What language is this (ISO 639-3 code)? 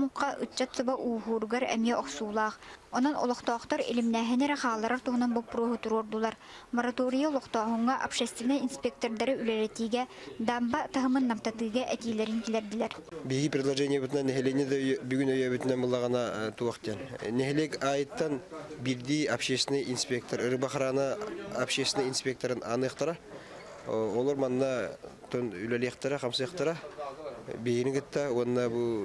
sah